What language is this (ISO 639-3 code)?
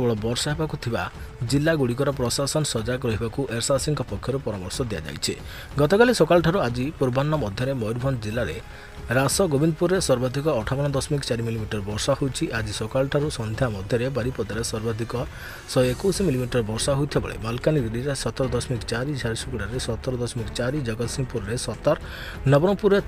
ori